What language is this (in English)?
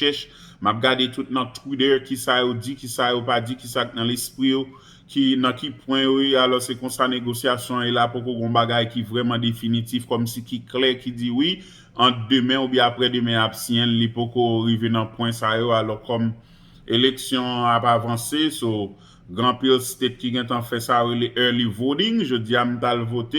Haitian Creole